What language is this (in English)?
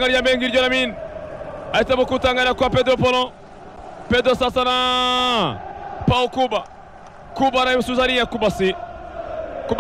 Kinyarwanda